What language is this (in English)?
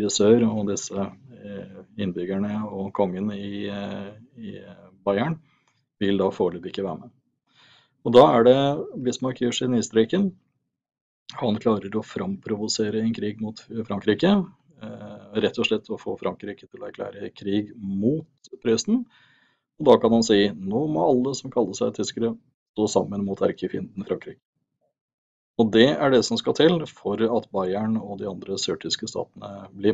Norwegian